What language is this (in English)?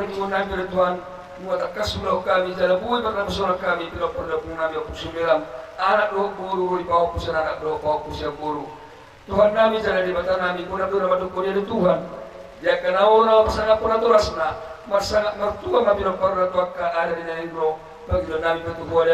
Batak Toba